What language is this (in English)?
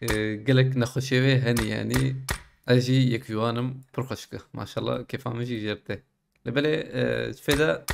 Kurdish